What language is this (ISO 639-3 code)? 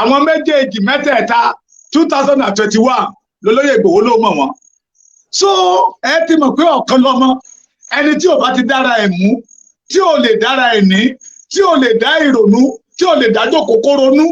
yor